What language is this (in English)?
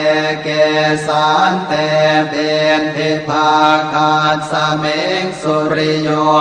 Pali